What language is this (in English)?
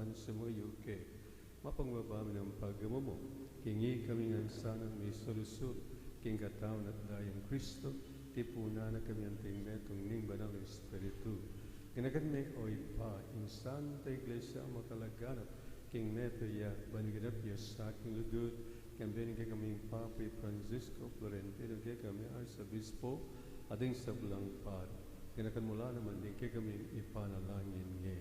Pampanga